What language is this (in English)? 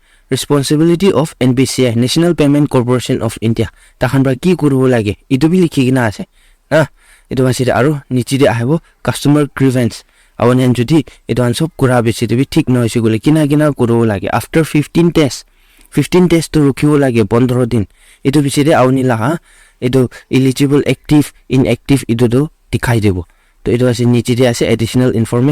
Naga Pidgin